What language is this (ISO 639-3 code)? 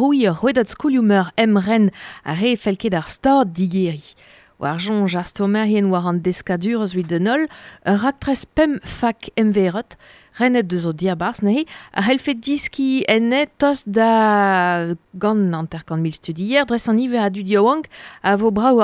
bre